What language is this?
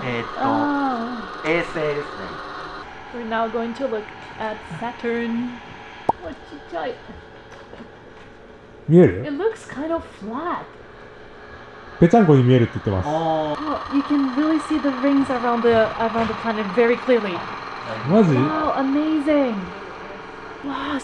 Japanese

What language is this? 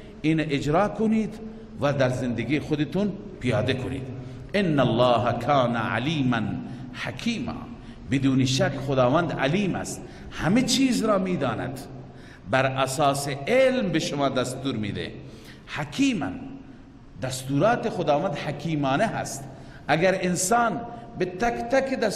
Persian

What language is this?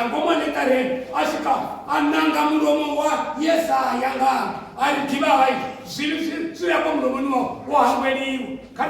Venda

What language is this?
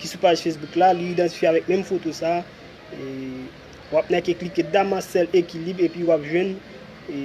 Haitian Creole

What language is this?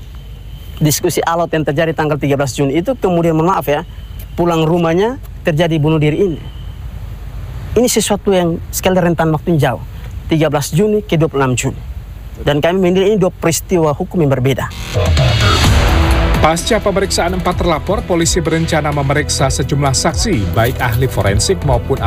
Indonesian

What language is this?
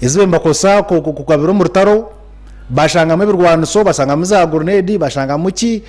Nyankole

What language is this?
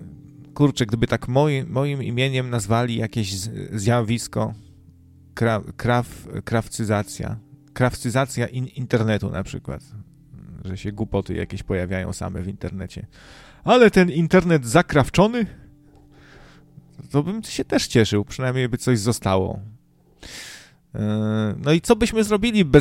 Polish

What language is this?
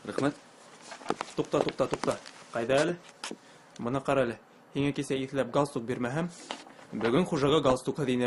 Bashkir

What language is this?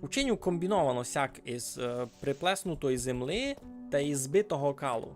Rusyn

